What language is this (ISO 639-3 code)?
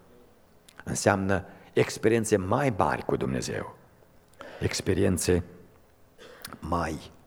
ron